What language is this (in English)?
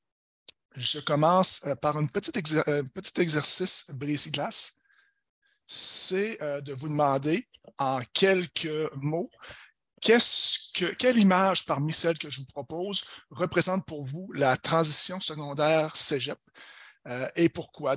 French